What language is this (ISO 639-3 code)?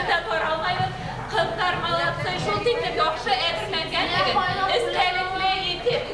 bak